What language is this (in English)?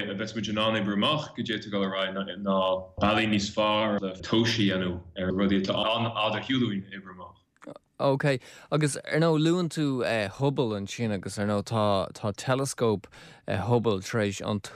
Irish